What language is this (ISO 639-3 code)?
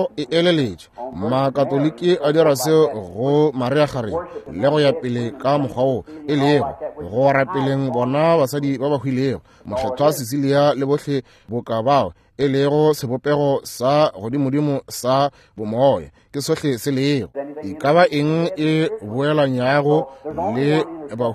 nso